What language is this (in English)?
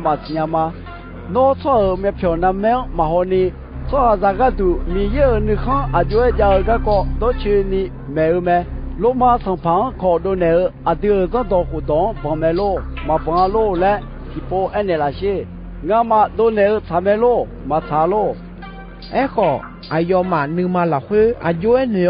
Akha